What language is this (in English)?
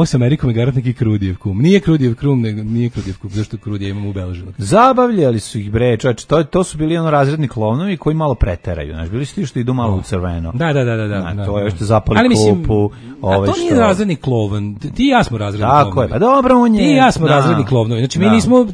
Serbian